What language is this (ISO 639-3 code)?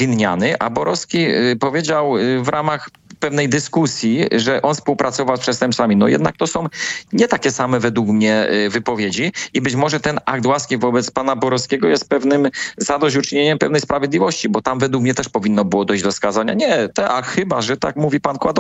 pol